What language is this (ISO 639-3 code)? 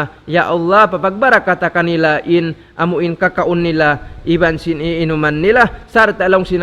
tsg